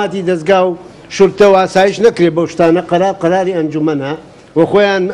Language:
Central Kurdish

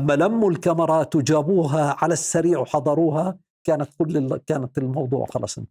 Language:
North Levantine Arabic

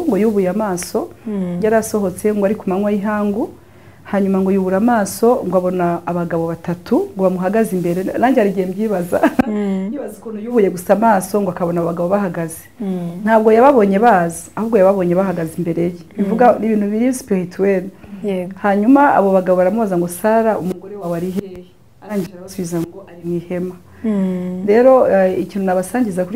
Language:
Kinyarwanda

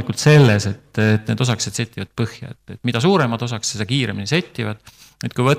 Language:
Estonian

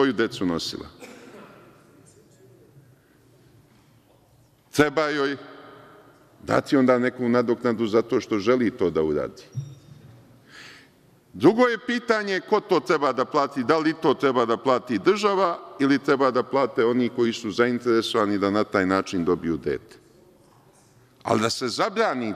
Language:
Serbian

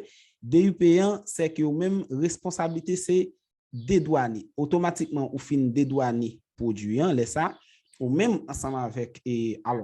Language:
Haitian Creole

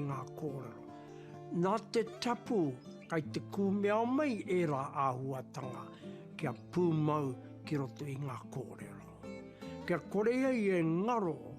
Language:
Māori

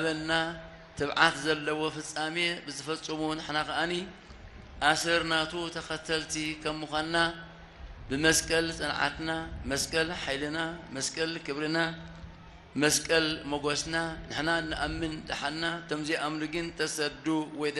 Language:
Tigrinya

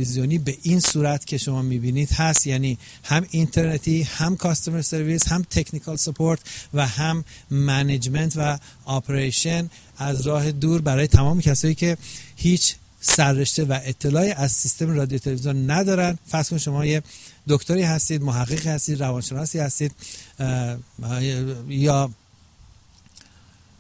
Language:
Persian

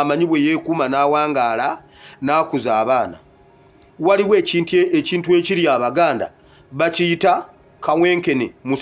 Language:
Ganda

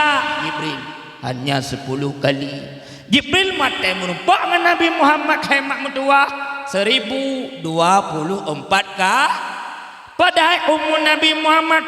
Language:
Achinese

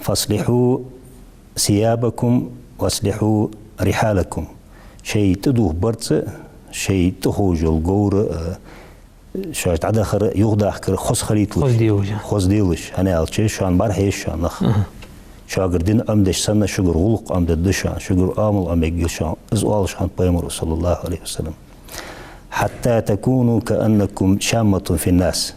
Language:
Ingush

